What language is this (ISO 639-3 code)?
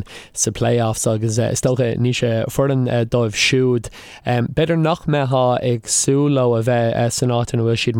gle